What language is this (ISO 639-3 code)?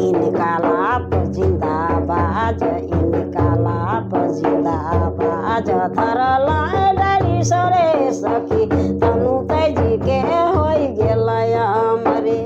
sck